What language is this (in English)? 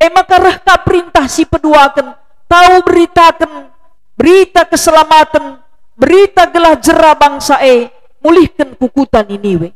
Batak Karo